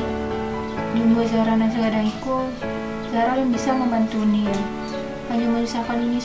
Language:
Minangkabau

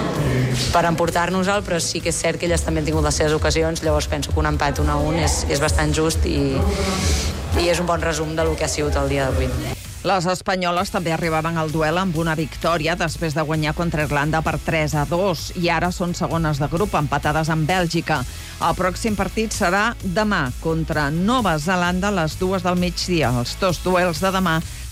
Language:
Catalan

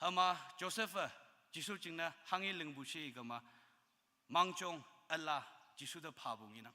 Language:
Konyak Naga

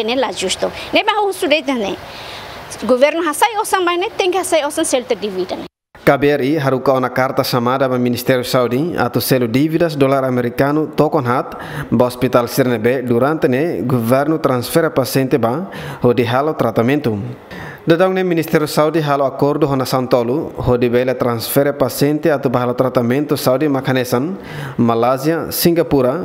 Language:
Tetum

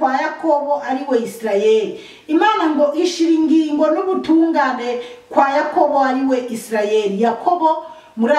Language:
Rundi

